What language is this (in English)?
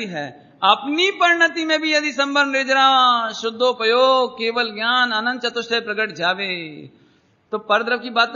Hindi